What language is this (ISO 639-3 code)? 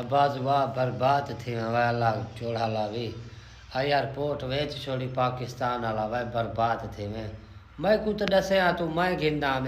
skr